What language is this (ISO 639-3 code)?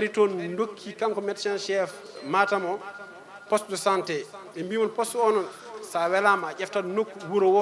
ful